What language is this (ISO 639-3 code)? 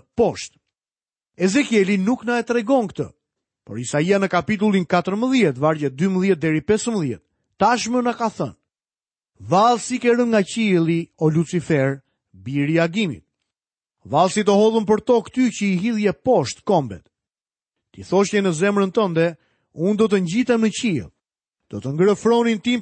sqi